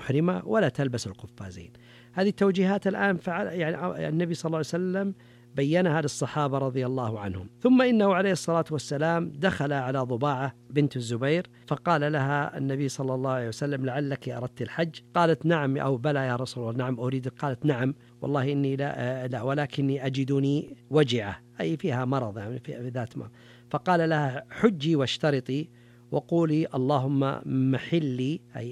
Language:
Arabic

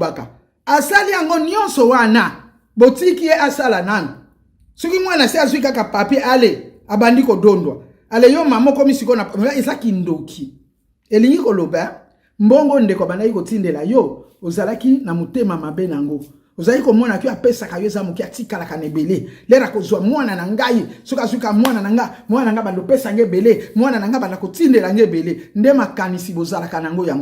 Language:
Lingala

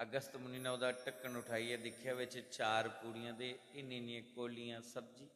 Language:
Dogri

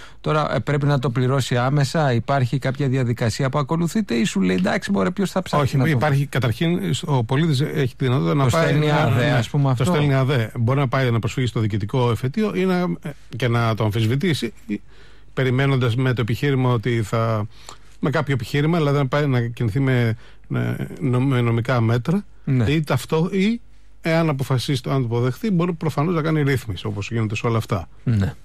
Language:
Greek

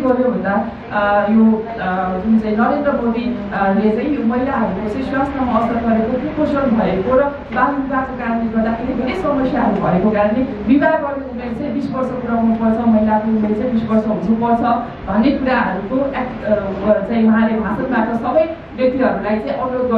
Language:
Nepali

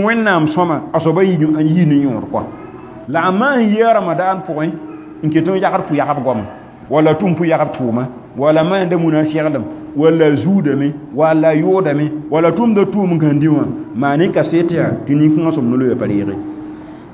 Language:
Mossi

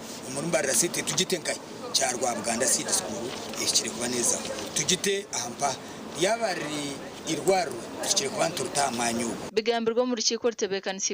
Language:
Nyankole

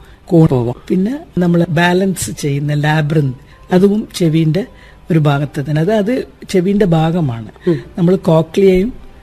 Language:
Malayalam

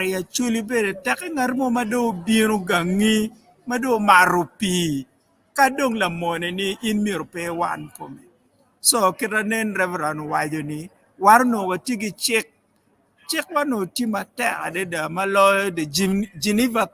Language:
Acoli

